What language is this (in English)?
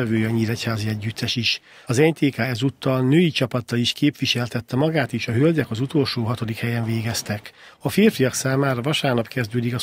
Hungarian